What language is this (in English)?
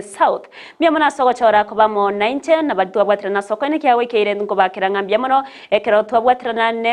Gusii